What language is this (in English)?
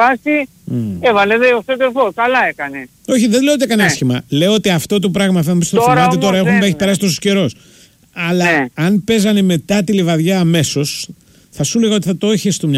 Greek